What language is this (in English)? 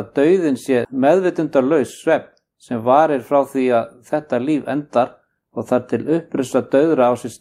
Icelandic